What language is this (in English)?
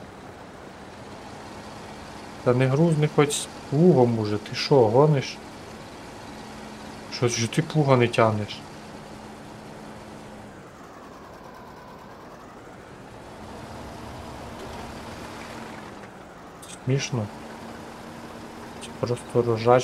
Ukrainian